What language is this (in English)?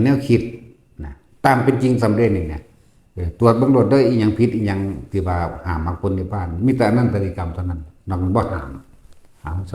Northeastern Thai